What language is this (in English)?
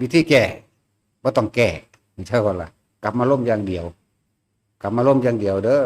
Northeastern Thai